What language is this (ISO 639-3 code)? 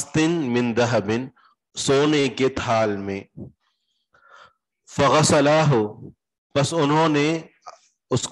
urd